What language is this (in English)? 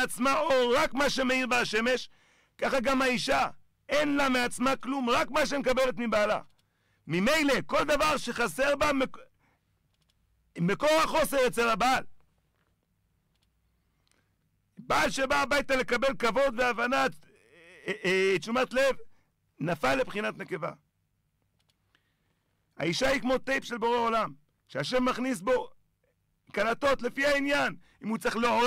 Hebrew